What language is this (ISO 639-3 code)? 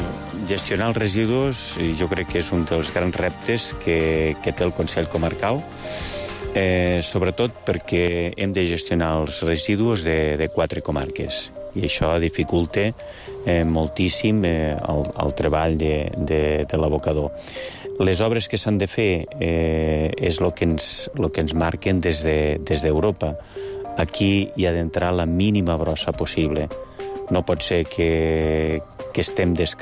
cat